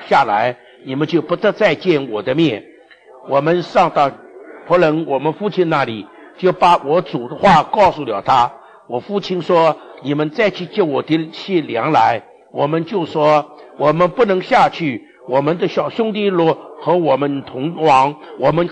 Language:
Chinese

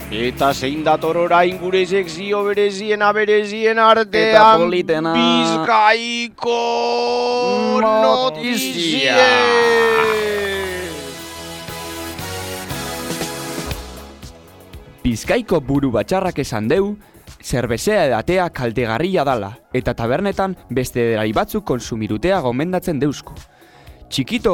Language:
Basque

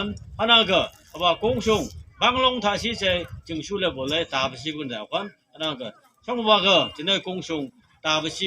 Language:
Phom Naga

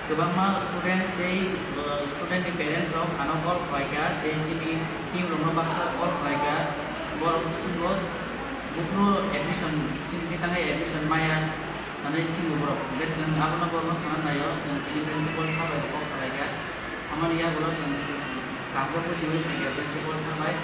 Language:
Kok Borok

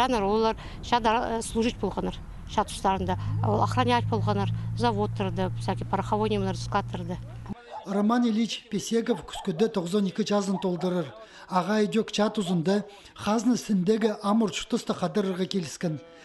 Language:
Khakas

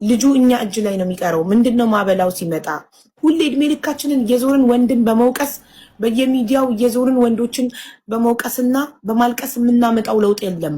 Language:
Amharic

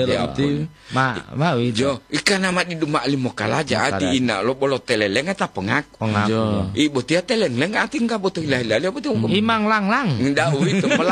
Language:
Gorontalo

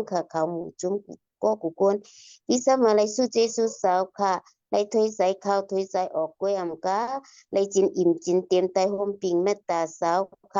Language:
Shan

